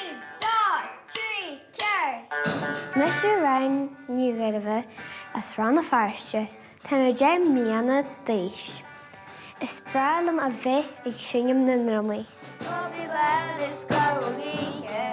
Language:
Irish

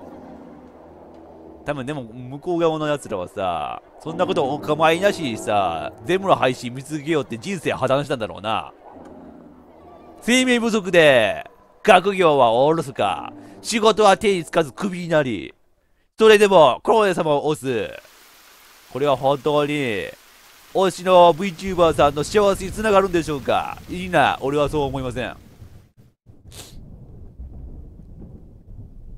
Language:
Japanese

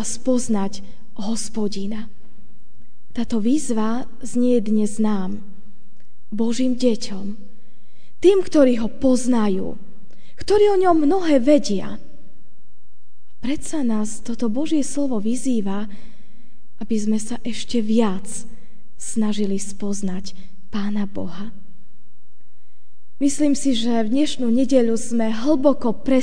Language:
Slovak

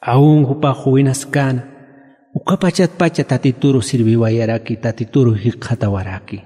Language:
Aymara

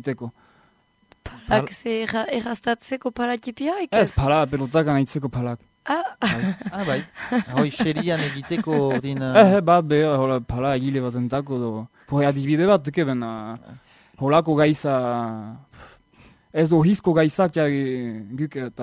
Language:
Basque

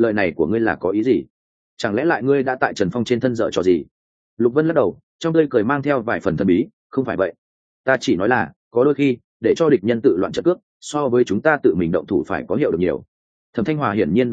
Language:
Vietnamese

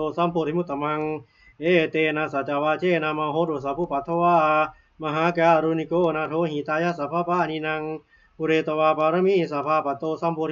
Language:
Pali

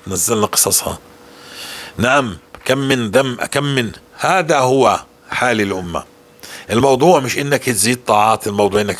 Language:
North Levantine Arabic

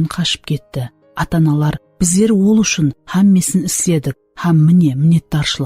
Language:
Kara-Kalpak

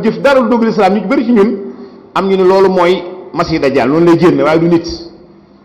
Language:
Wolof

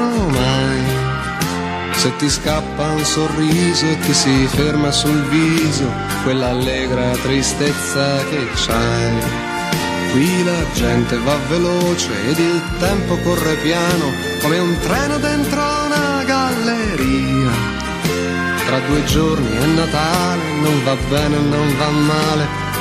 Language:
Italian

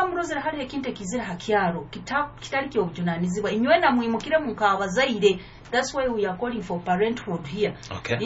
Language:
Nyoro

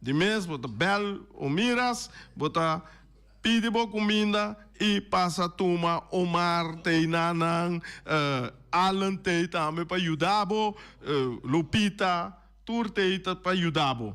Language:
Papiamento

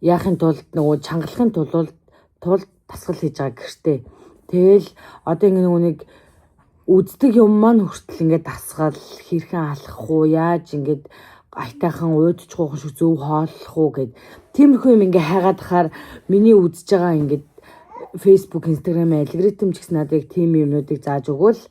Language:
Mongolian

